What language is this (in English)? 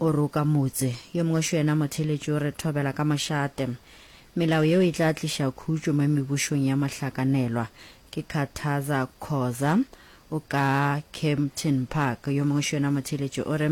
Northern Sotho